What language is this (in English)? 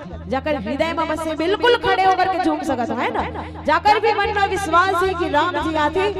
Chhattisgarhi